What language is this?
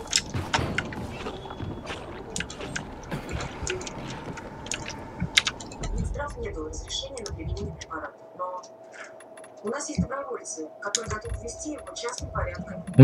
Russian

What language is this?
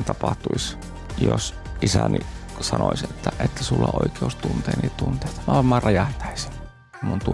Finnish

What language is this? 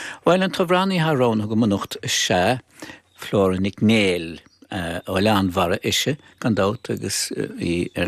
Irish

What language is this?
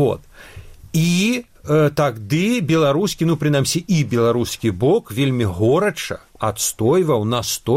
Belarusian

